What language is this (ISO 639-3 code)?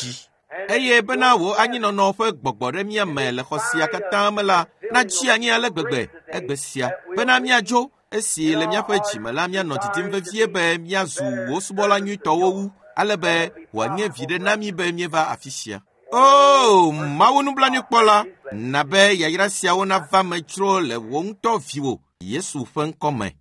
ewe